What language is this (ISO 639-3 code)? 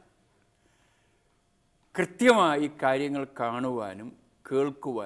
mal